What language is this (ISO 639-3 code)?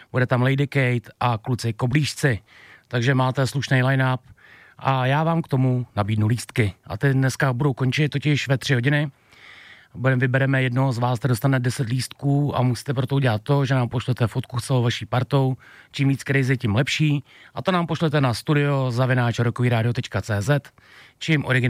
ces